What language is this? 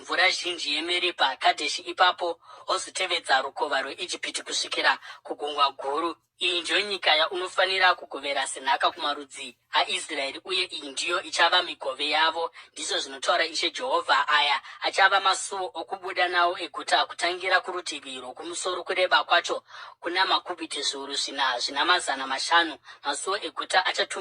Shona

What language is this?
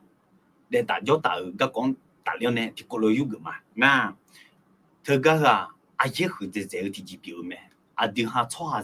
Akha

